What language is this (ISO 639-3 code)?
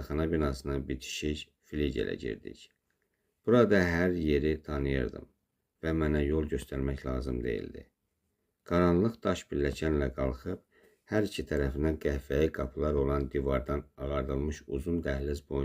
aze